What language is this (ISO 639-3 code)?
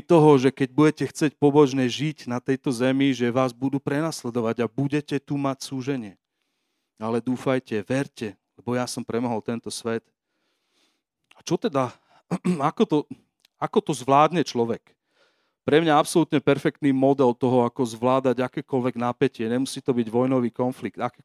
slk